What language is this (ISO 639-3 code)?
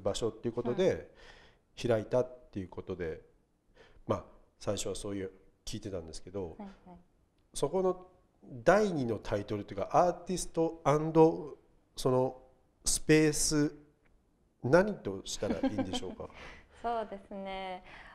jpn